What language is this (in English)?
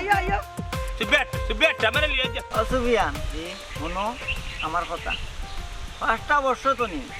Sylheti